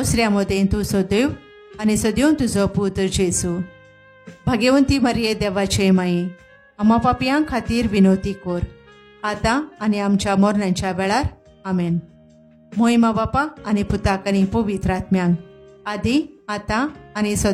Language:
Konkani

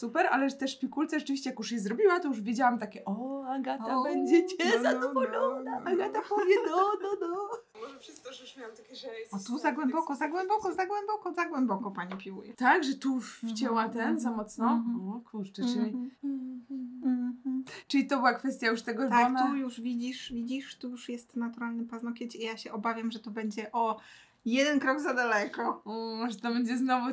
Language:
Polish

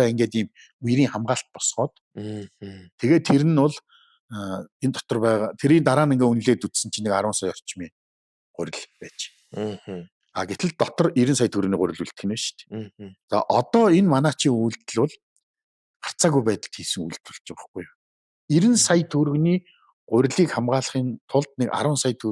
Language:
Mongolian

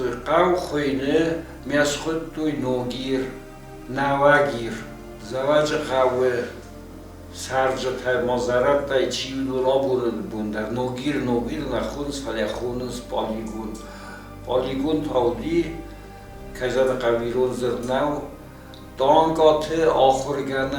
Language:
Ossetic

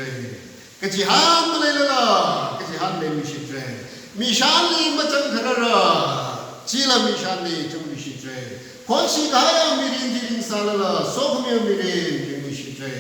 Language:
Tangkhul Naga (India)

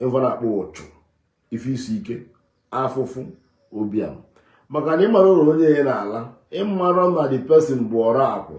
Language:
Igbo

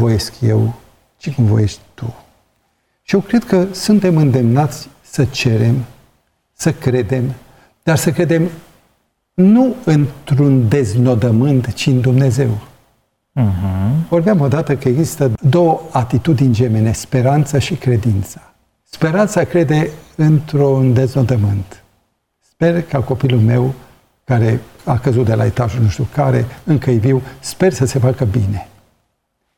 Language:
Romanian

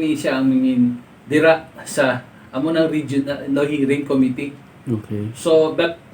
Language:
Hiligaynon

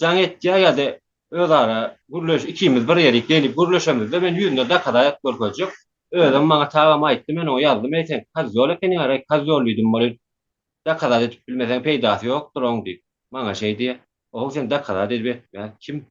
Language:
Turkmen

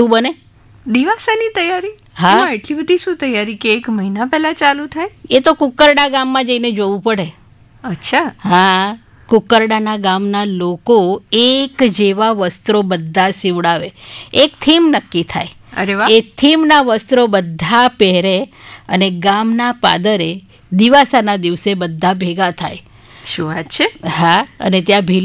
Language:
Gujarati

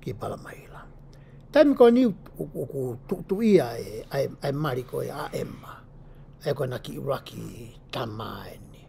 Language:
Tongan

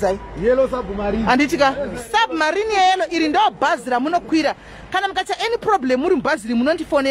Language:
Shona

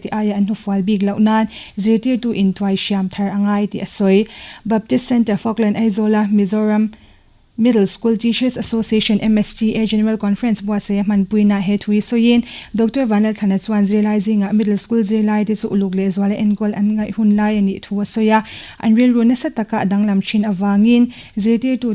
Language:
Mizo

